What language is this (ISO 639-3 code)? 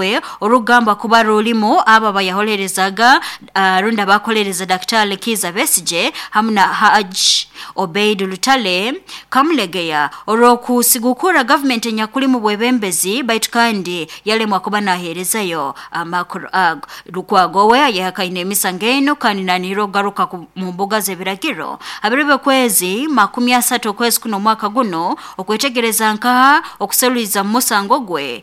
nyo